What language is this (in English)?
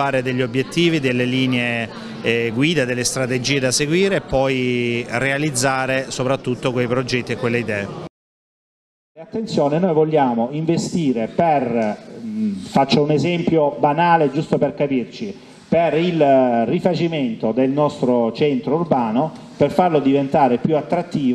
Italian